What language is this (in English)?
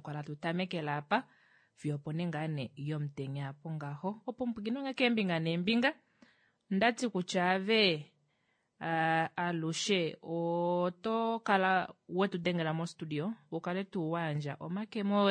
Kuanyama